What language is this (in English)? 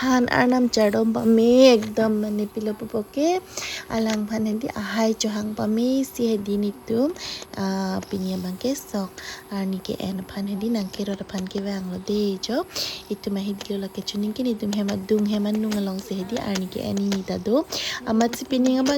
Karbi